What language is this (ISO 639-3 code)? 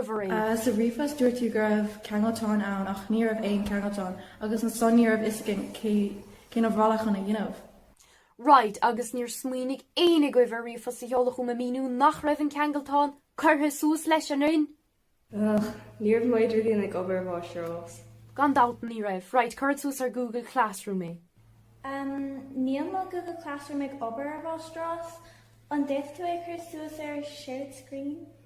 gle